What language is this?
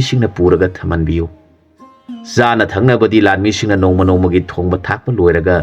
Manipuri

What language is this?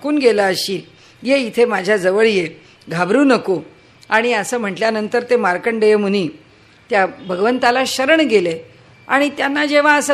Marathi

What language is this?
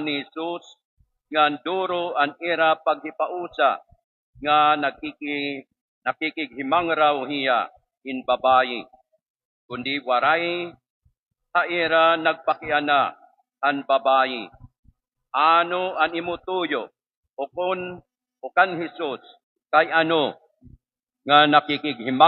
Waray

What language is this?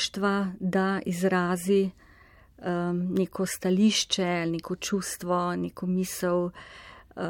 Slovenian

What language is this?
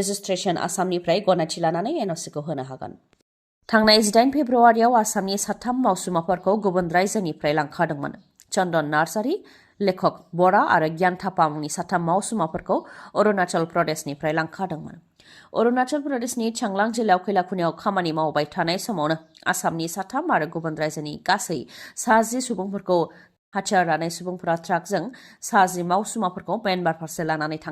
Bodo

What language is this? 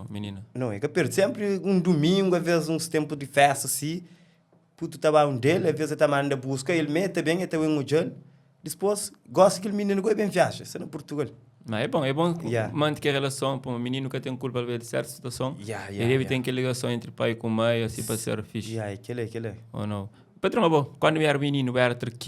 Kabuverdianu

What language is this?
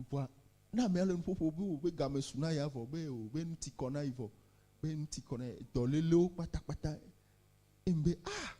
Ewe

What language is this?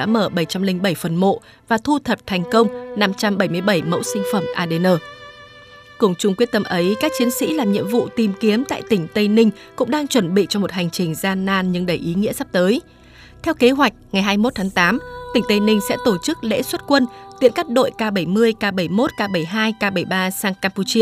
Vietnamese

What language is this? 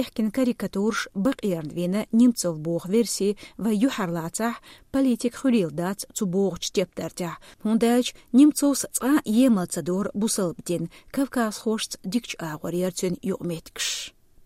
Chechen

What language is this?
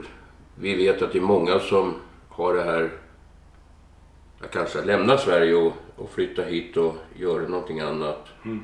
Swedish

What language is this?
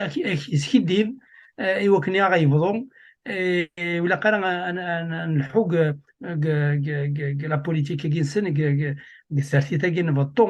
Kabyle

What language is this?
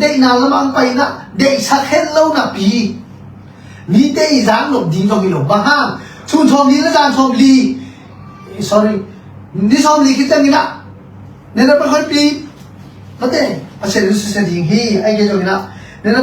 Tedim Chin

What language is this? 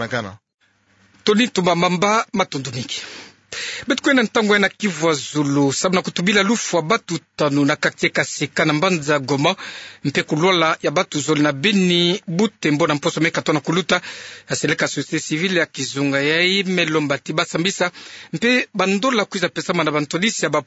Kituba (Democratic Republic of Congo)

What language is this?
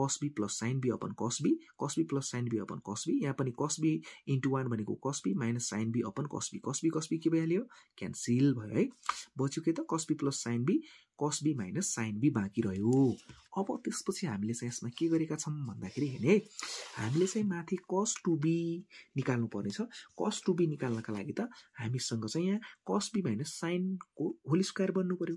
Nepali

